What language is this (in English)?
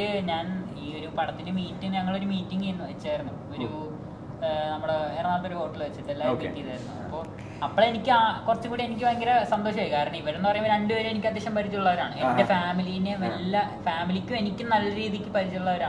Malayalam